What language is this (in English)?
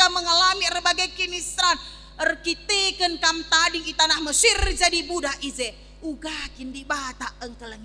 Batak Karo